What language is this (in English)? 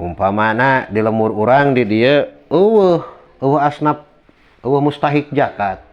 Sundanese